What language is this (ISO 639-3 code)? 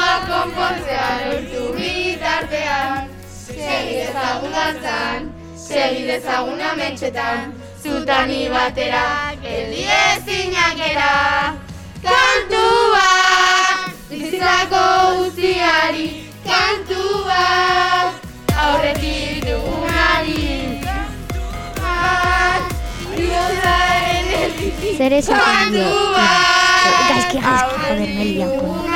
eus